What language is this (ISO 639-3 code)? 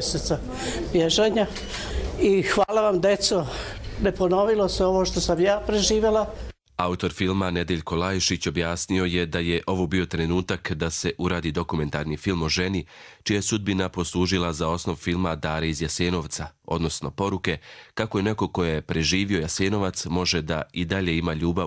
hrv